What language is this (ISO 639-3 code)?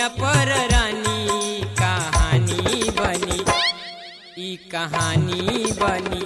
bho